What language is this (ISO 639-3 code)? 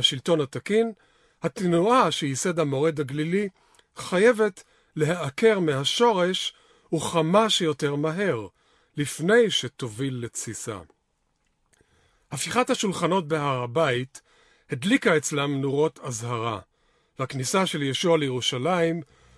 heb